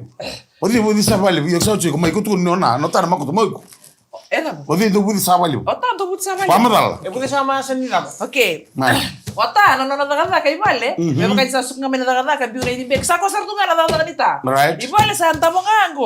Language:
Fijian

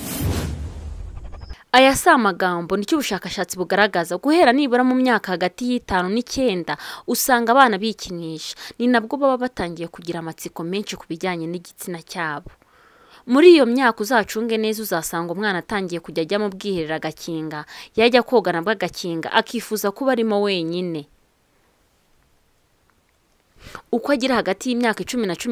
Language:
Kinyarwanda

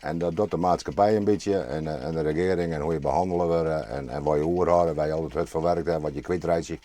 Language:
Western Frisian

